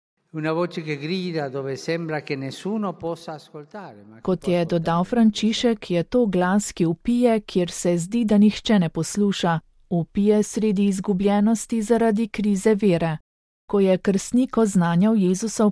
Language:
Slovenian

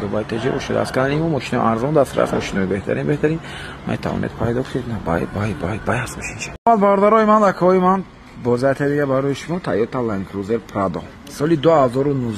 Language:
Tajik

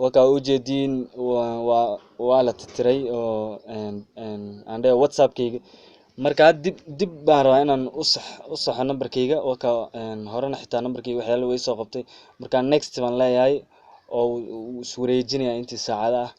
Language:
Somali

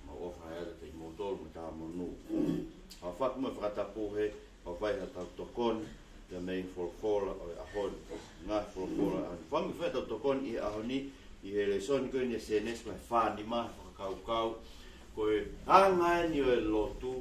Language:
Tongan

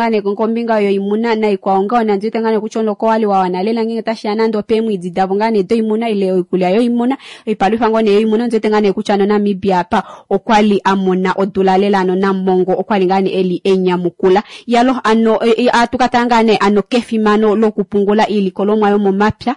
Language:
Kuanyama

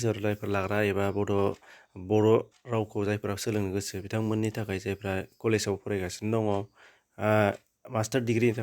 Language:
Bodo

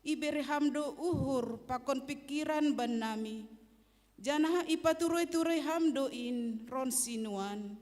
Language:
Batak Simalungun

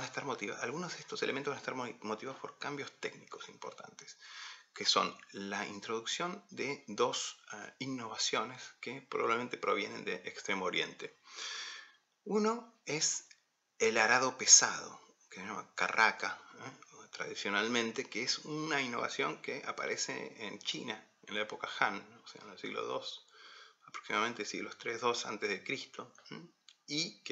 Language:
Spanish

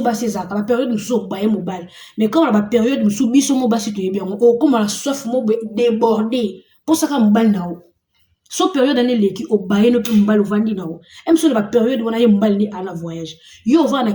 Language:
Lingala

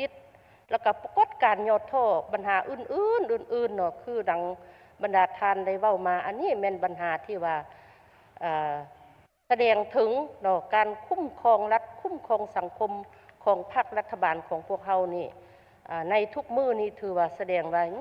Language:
Lao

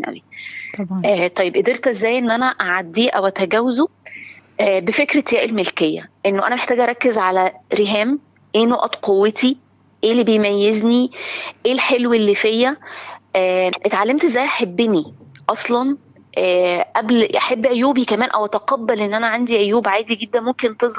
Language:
Egyptian Arabic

